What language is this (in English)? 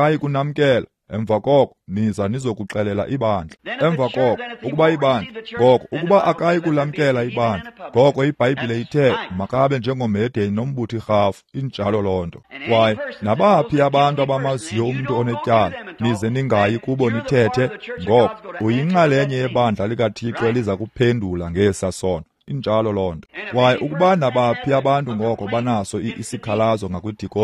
Xhosa